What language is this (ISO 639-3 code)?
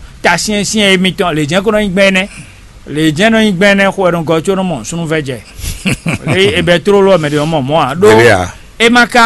fon